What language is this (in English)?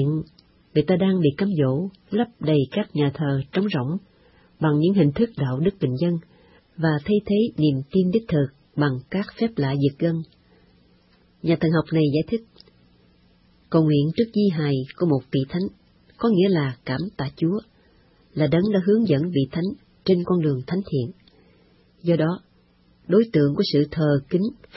Vietnamese